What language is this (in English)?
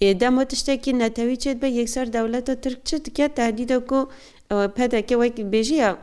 Kurdish